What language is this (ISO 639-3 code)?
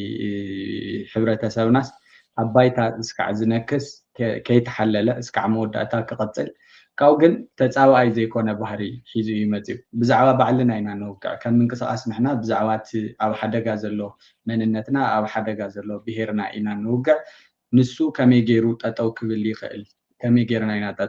tir